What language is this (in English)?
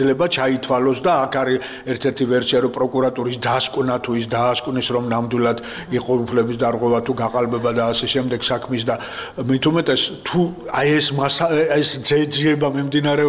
Georgian